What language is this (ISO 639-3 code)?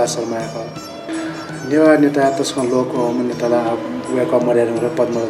new